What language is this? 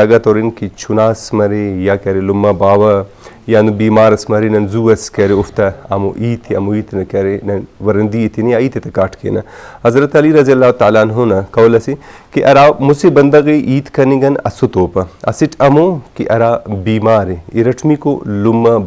Brahui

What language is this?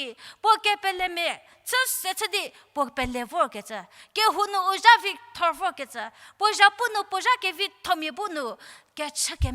Angami Naga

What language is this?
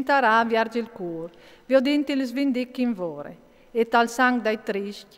Friulian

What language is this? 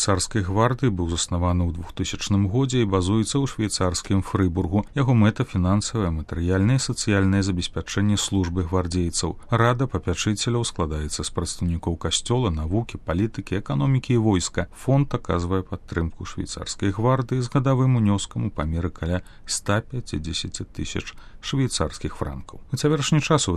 Belarusian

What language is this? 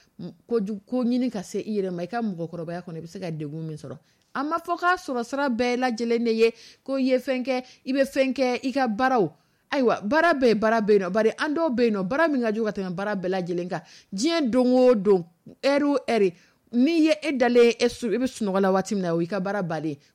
Dyula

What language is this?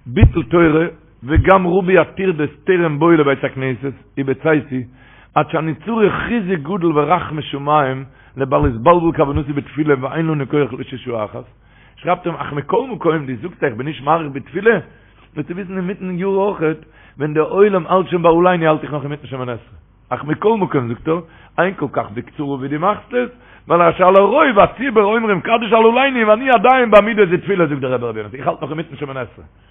Yiddish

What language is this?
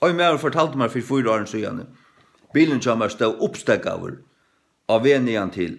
Faroese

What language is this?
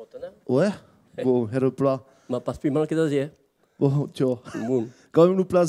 Occitan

